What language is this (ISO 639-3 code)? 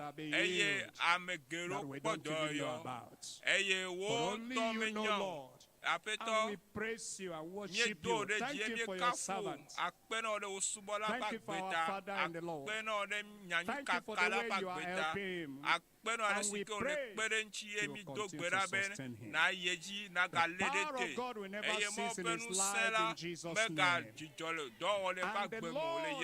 ewe